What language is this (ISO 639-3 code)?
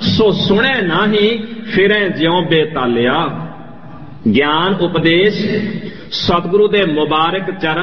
pan